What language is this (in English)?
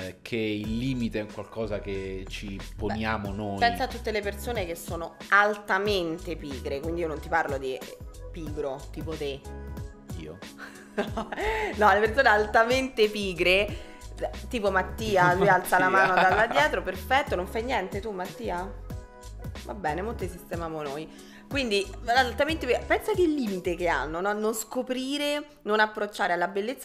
Italian